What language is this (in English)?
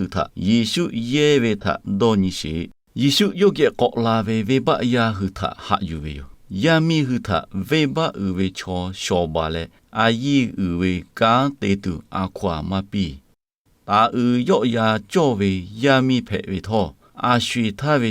Lahu